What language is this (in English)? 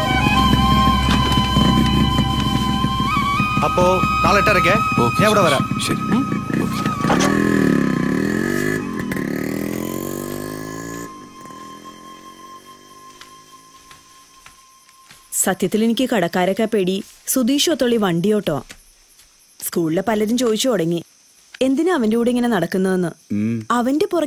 Malayalam